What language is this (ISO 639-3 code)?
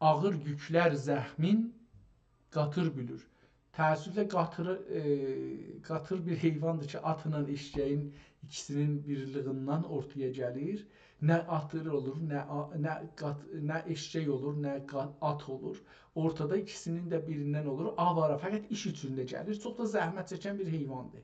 azb